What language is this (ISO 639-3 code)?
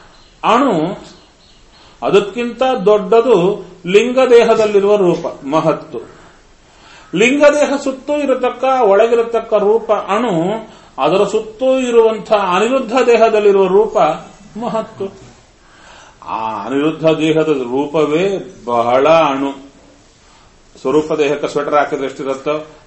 kan